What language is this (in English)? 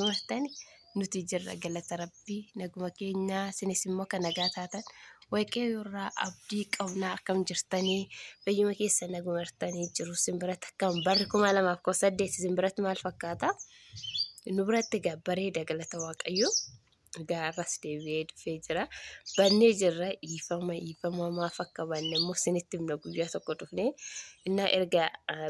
Oromo